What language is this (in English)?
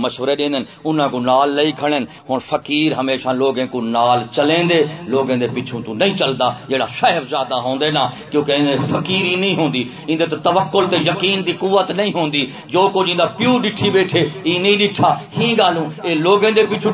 Saraiki